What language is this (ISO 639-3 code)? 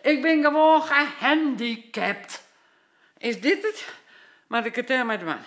fry